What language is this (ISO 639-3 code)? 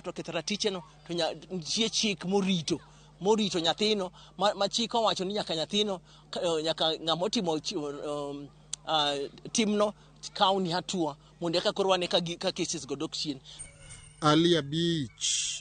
luo